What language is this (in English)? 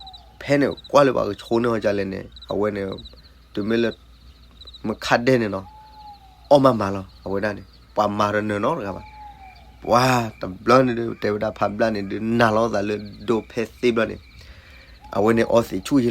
S'gaw Karen